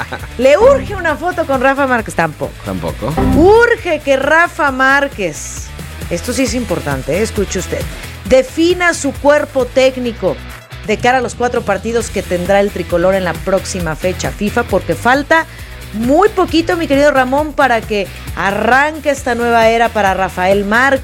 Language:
Spanish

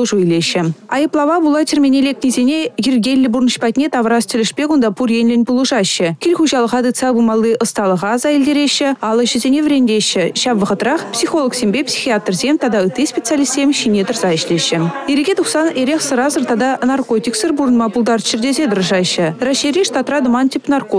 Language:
Chuvash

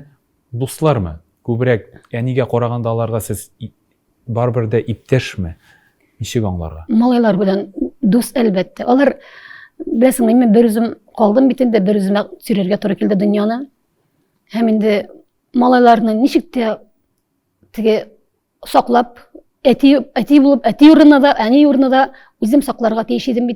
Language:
Tatar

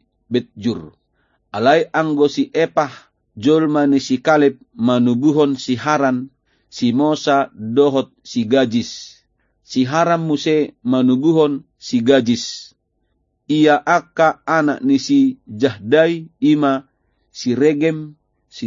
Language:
Batak Toba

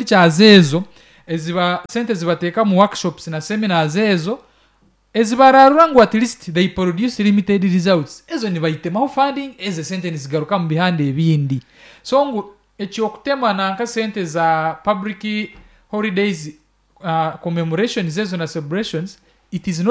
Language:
Nyankole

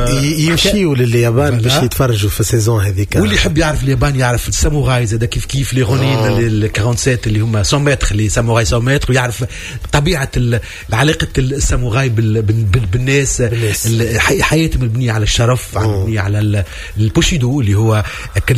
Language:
Tunisian Arabic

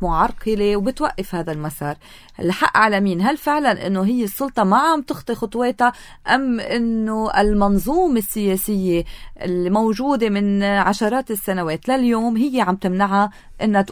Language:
North Levantine Arabic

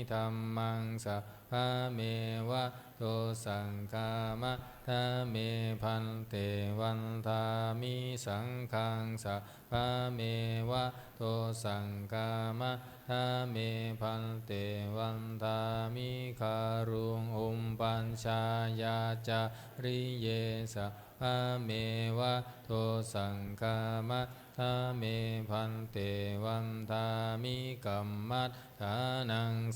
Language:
Pali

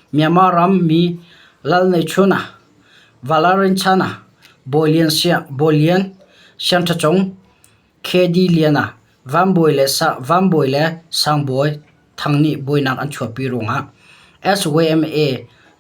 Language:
Hakha Chin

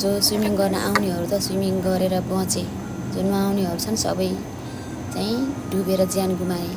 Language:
Nepali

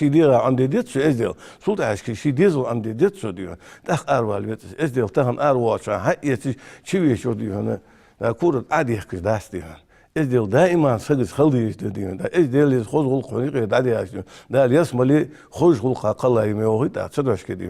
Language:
Ingush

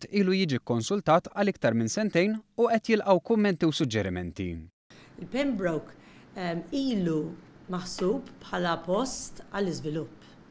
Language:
Maltese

